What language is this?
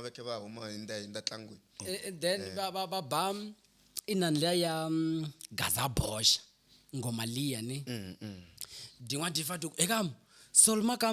Tsonga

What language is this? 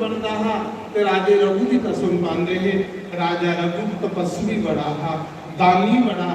Dogri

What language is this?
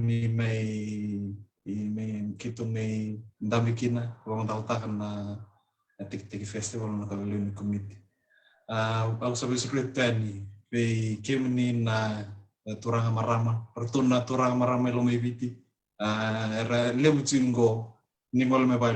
Fijian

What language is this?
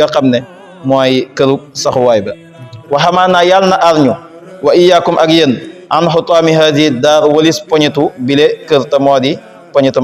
Wolof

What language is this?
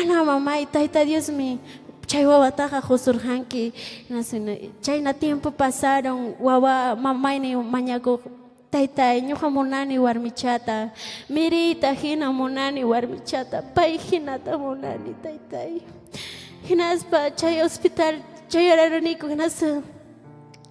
Ayacucho Quechua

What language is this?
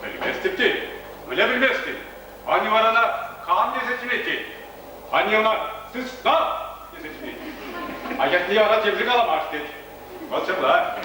Chuvash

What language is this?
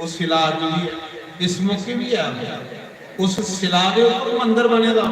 Dogri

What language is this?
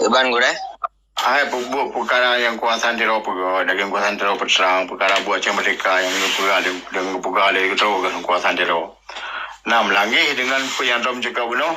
Achinese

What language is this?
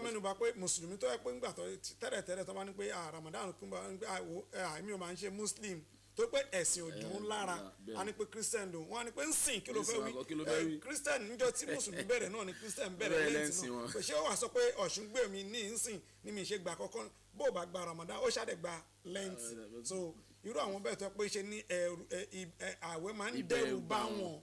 Yoruba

